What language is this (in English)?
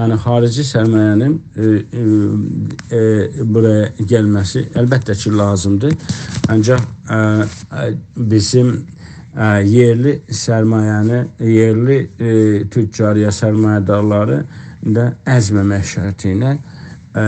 South Azerbaijani